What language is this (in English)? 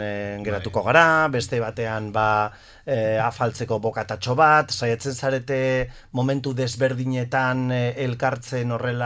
Basque